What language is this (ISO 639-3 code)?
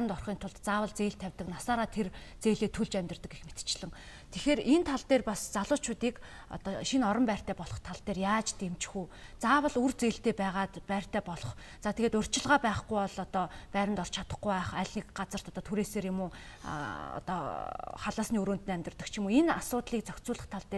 mon